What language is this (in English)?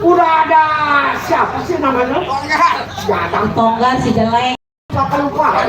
Betawi